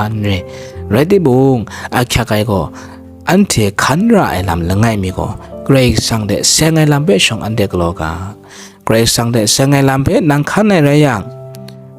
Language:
Kachin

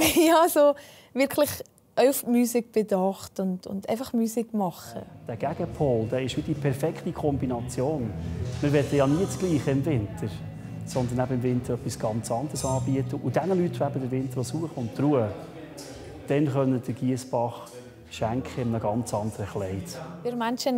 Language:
Swiss German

